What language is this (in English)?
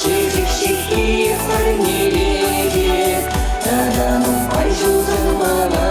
Chuvash